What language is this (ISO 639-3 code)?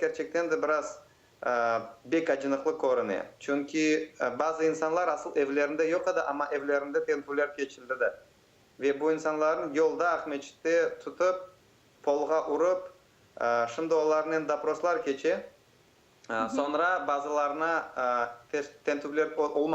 crh